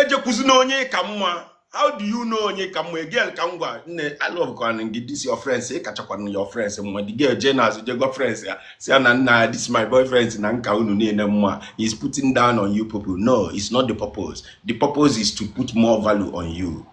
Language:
Igbo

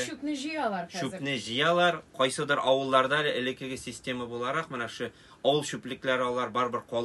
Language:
Tatar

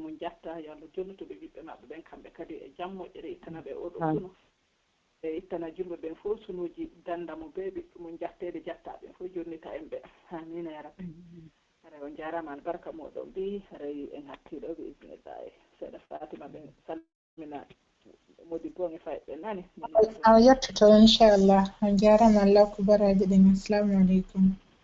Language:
Pular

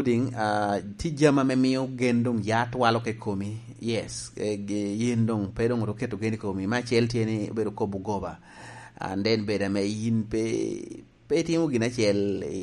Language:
Lango (Uganda)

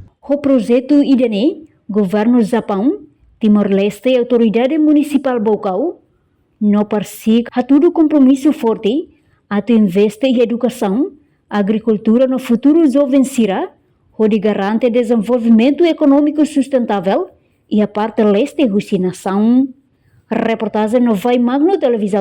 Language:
Tetum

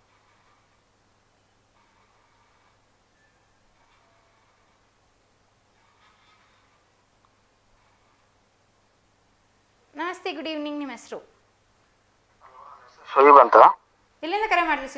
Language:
Kannada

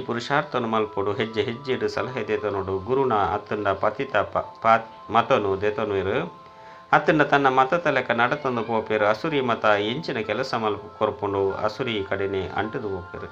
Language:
Tulu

